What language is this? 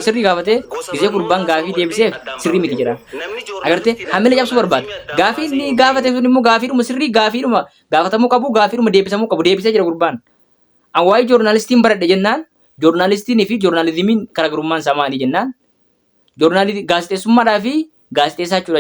Oromo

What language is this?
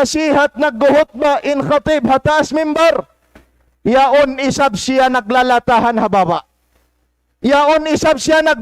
Tausug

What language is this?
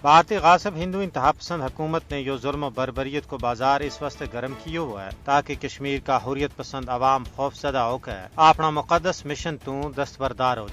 Gujari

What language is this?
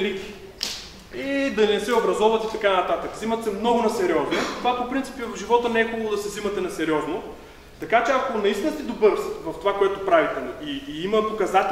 Bulgarian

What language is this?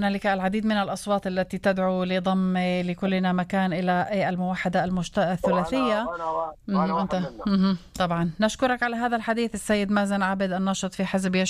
Arabic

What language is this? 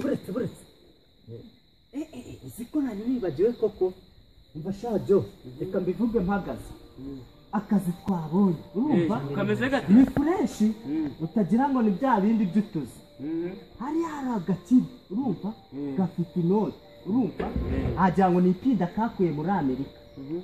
Kinyarwanda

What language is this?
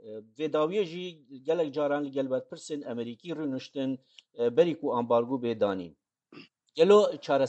Kurdish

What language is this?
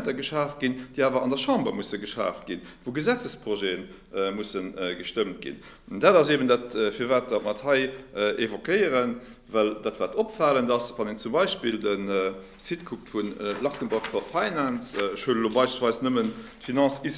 Luxembourgish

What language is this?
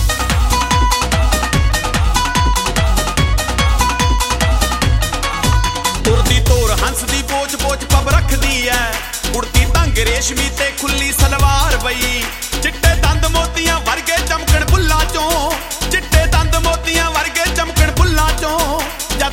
Punjabi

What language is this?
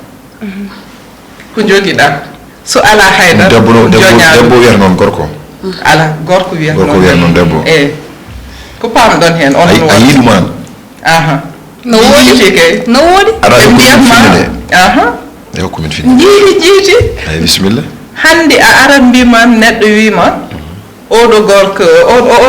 Fula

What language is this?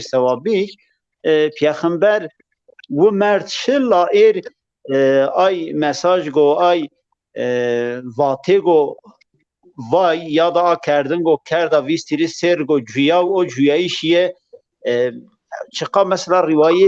Zaza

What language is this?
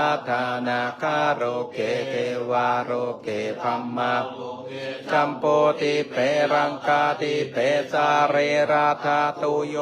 Pali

